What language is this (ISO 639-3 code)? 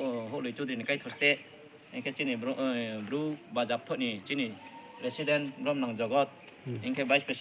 ria